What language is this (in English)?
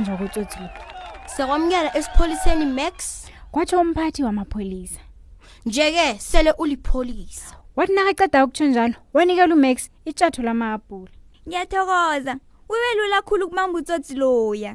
South Ndebele